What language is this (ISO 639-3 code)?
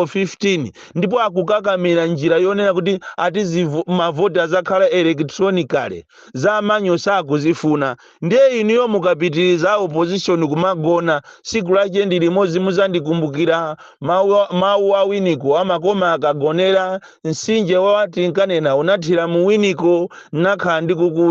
nya